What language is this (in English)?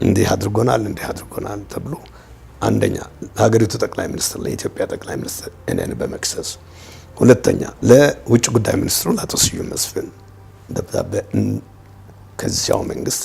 Amharic